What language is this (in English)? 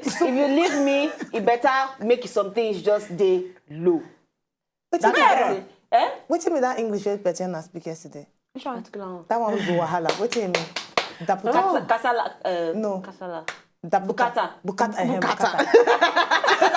Nigerian Pidgin